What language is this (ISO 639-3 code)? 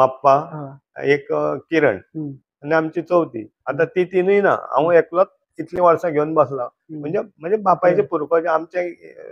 kok